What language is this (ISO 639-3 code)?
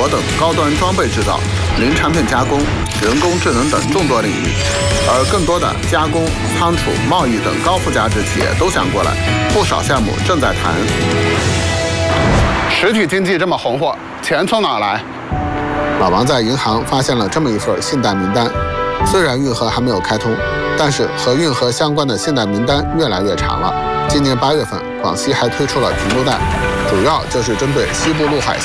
zho